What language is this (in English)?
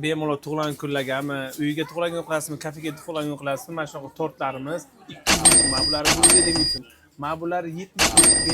Uzbek